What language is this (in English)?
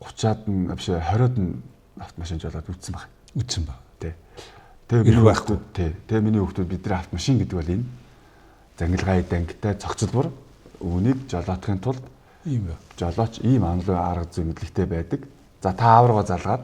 Mongolian